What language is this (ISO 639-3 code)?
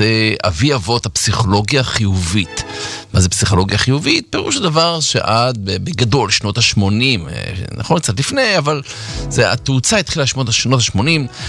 heb